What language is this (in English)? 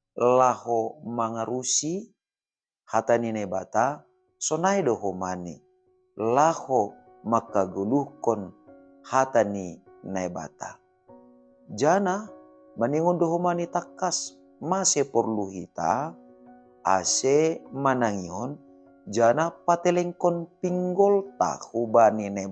Batak Simalungun